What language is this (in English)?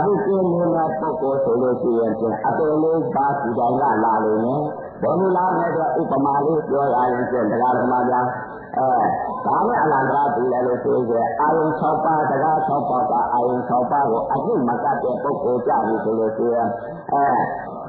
Burmese